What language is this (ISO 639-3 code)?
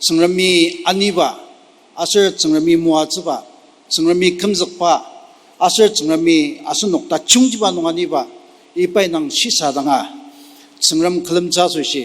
njo